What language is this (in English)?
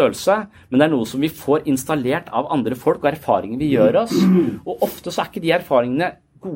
Norwegian